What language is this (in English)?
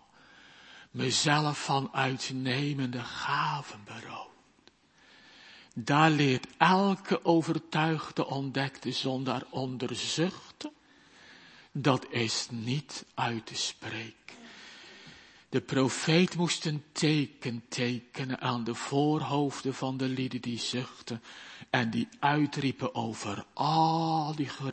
Dutch